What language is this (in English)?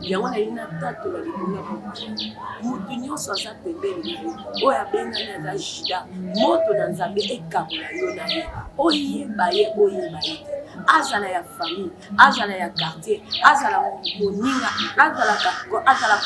Lingala